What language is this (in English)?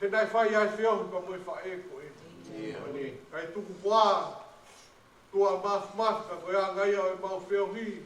Tongan